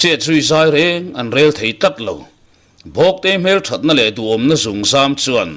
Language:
Mizo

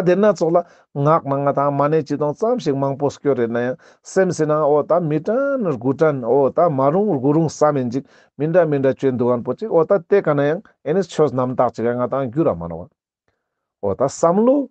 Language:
Ladakhi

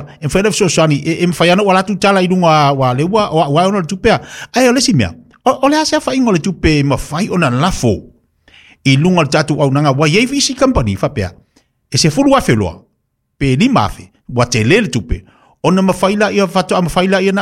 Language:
Samoan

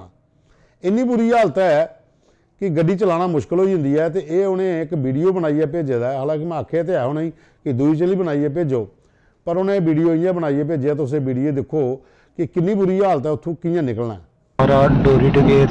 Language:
Dogri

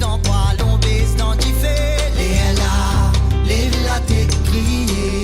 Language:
Morisyen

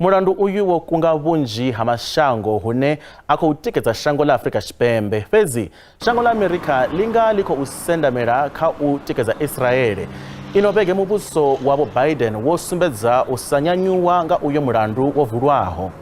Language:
Venda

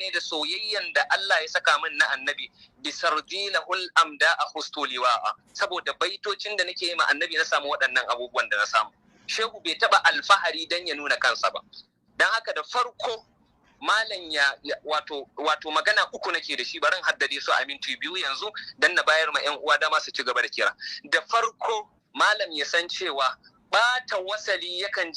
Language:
Hausa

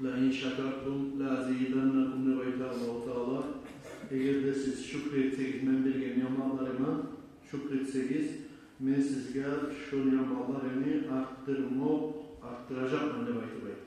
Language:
Kumyk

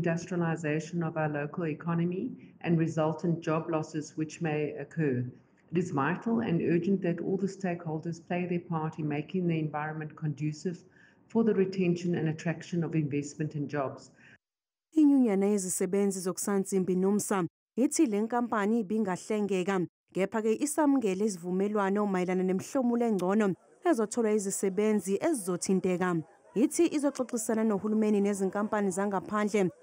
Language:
Zulu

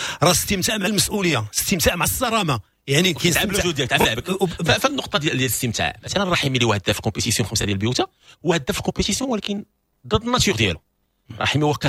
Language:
Moroccan Arabic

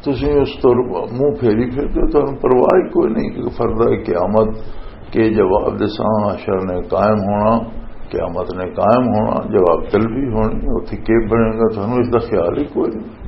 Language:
Western Panjabi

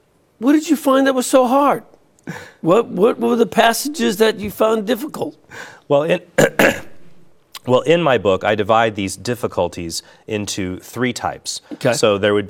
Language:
English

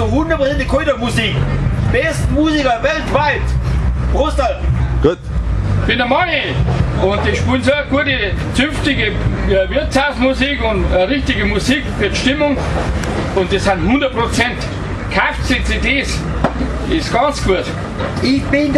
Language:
Bavarian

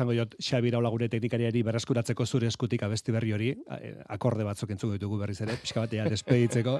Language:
Basque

